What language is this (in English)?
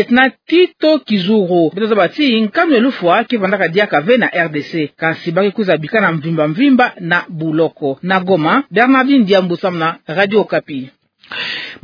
Kituba (Democratic Republic of Congo)